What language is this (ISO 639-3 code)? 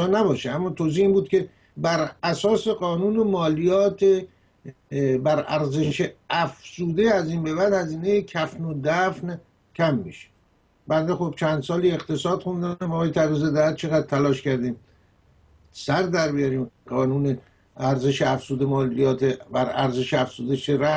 fas